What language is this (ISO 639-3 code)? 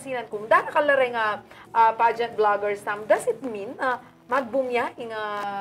pam